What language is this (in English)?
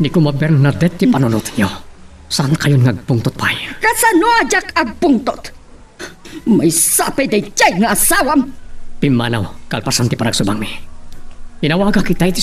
Iloko